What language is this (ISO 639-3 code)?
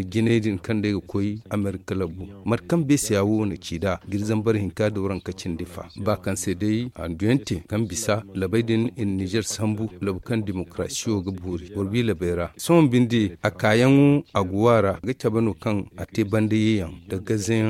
dje